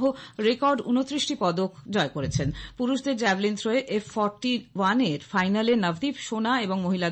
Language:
Bangla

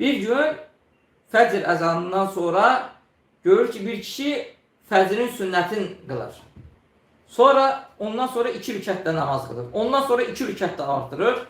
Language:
Azerbaijani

